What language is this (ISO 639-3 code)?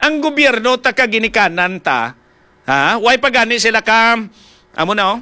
hil